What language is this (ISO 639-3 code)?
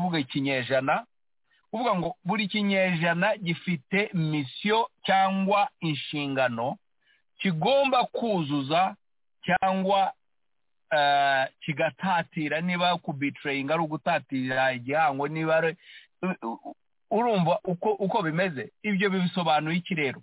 kin